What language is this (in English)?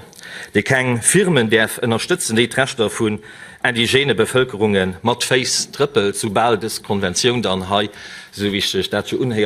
Luxembourgish